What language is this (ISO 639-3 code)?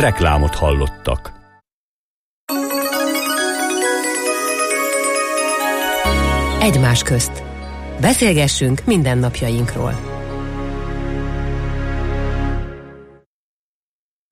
hun